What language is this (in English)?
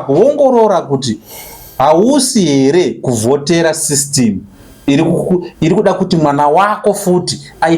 Shona